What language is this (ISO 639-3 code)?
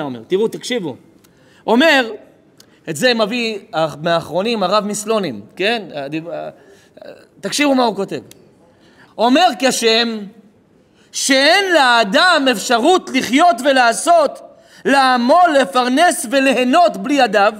heb